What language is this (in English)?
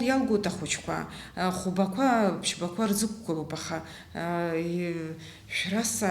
Abkhazian